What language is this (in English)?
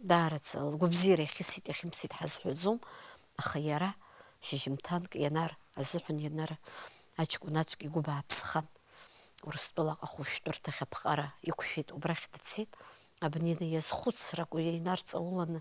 Abkhazian